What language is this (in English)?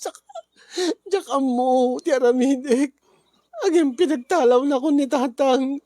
Iloko